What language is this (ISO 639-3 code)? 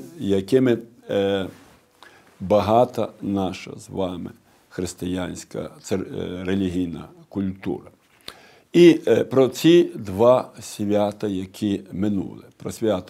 ukr